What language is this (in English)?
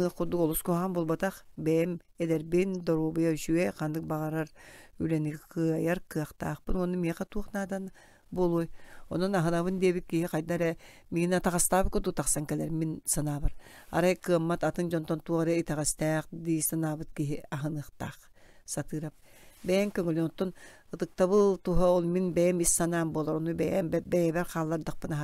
Yakut